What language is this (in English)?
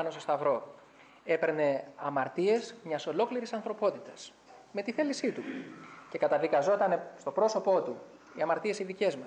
Greek